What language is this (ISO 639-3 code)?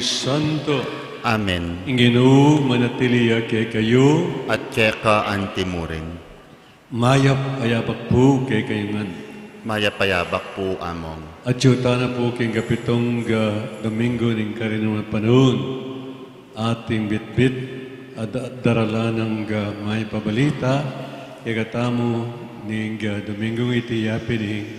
pam